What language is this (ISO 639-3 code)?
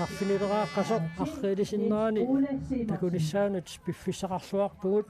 kal